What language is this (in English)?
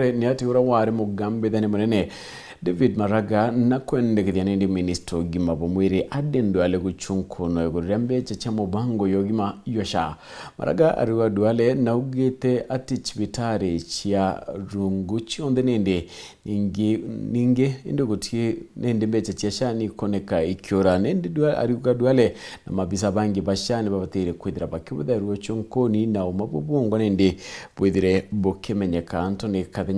Meru